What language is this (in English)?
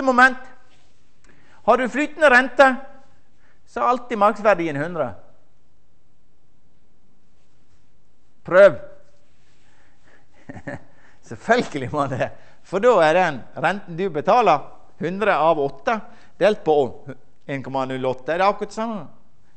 Norwegian